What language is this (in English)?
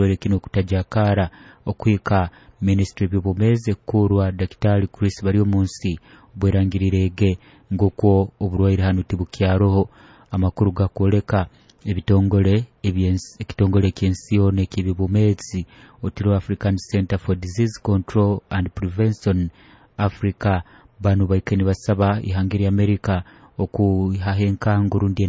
Nyoro